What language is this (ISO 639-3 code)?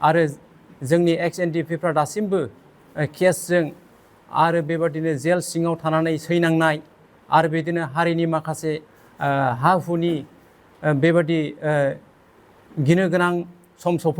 brx